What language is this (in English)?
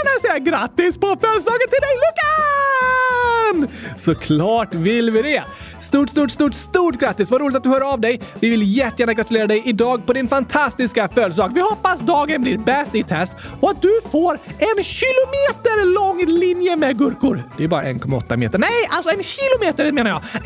Swedish